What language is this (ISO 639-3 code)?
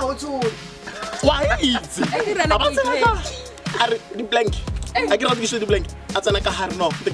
tsn